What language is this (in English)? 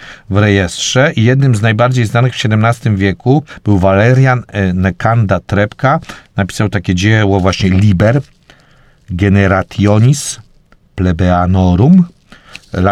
Polish